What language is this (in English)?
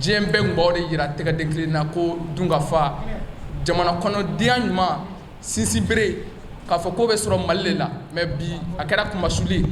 Bambara